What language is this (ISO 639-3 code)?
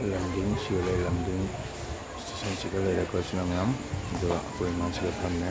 mni